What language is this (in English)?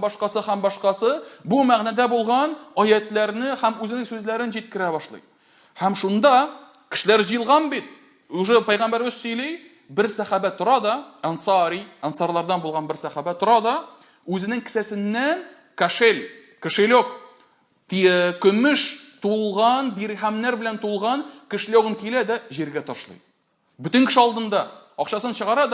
Tatar